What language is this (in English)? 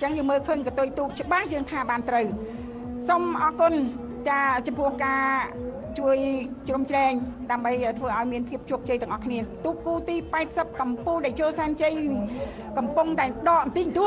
Khmer